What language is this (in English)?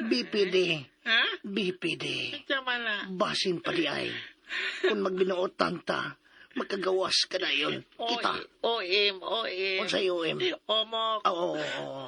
Cebuano